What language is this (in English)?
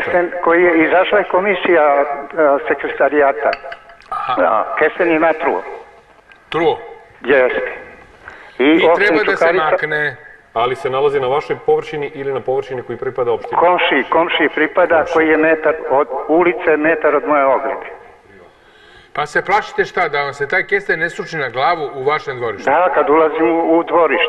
Serbian